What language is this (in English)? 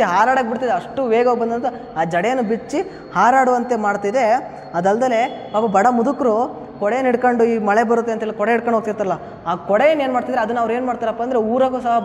Kannada